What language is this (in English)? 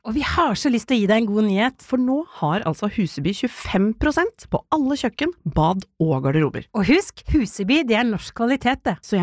Norwegian